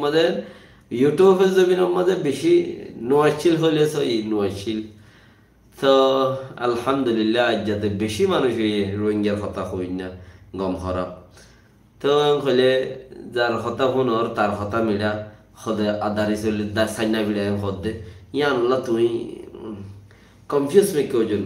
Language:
Rohingya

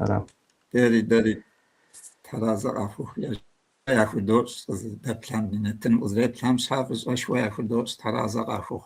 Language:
Kabardian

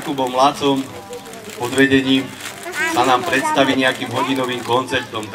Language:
Slovak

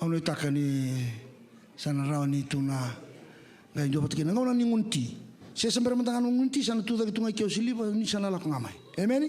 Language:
Fijian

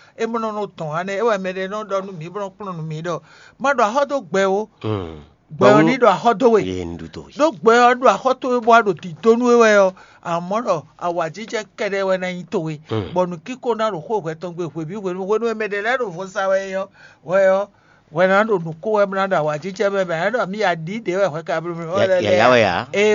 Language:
Fon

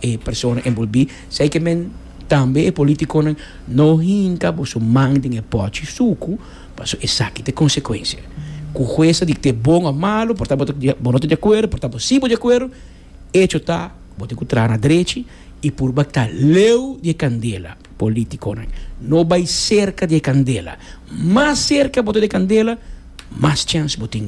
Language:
Papiamento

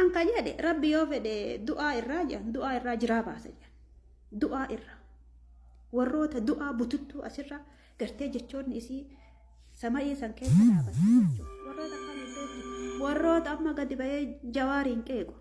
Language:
Oromo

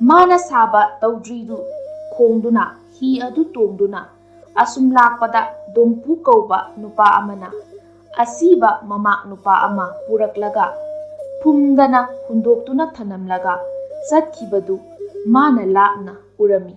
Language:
Manipuri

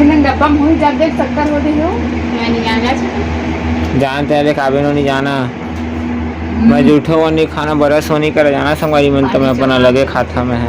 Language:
Chhattisgarhi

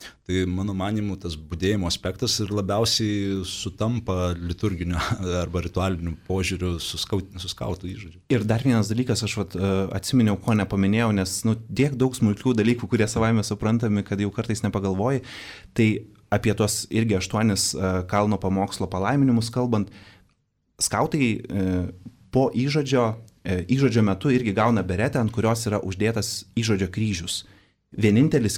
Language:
Lithuanian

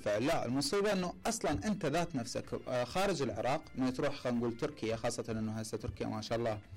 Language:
Mesopotamian Arabic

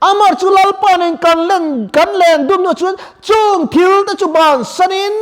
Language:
Mizo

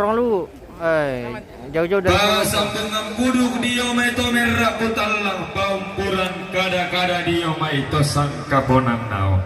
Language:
Toraja-Sa'dan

